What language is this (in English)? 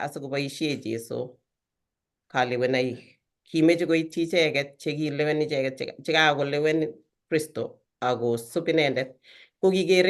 Kalenjin